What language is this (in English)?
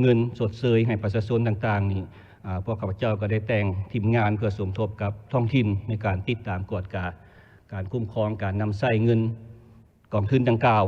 Lao